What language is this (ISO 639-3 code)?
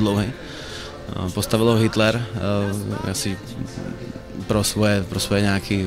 ces